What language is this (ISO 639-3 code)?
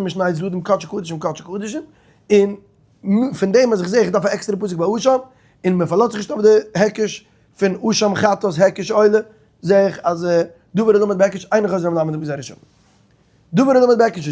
yid